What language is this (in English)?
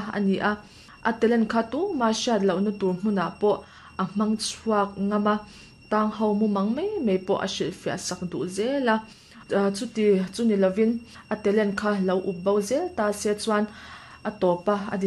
Mizo